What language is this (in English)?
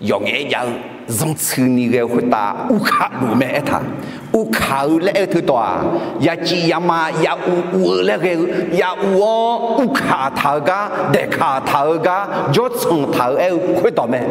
Akha